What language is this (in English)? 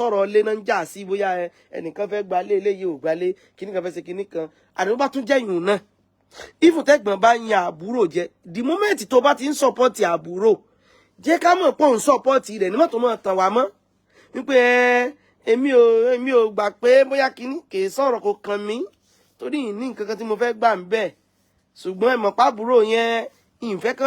Yoruba